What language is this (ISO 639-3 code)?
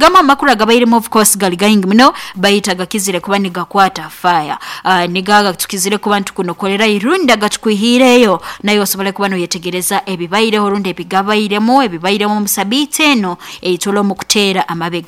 nyo